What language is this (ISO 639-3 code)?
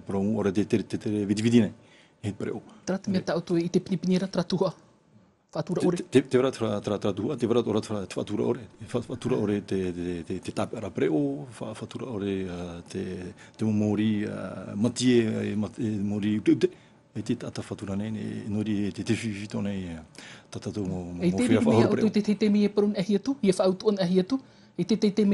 tah